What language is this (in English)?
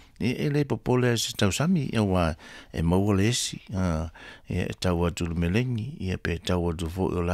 Samoan